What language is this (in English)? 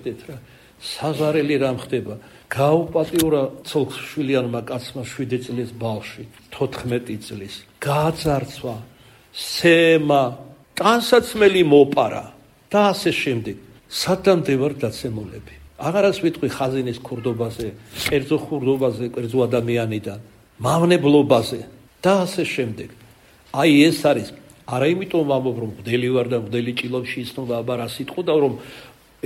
Georgian